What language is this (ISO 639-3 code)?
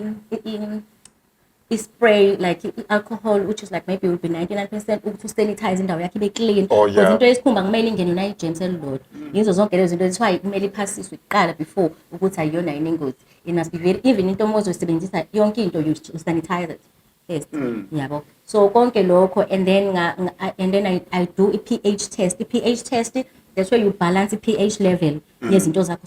zul